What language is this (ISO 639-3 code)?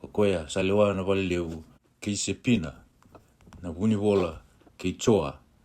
fij